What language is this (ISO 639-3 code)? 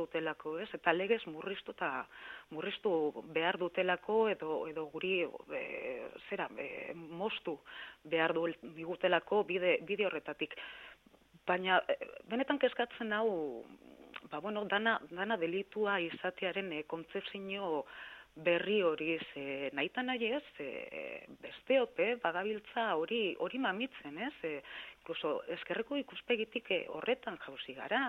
eus